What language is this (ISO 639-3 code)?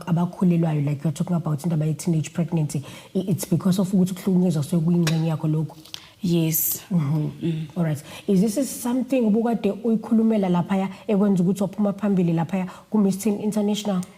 zul